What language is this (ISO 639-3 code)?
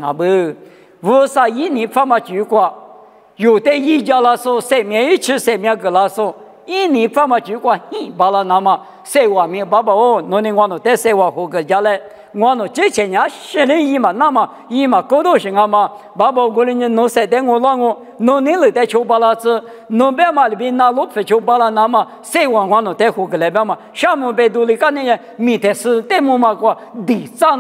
lis